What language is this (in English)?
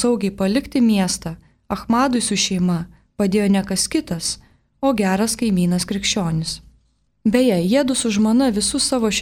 Lithuanian